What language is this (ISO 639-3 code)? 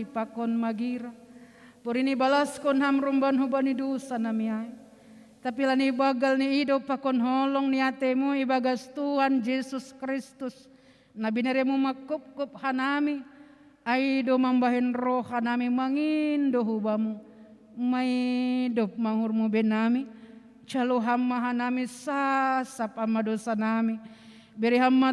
bts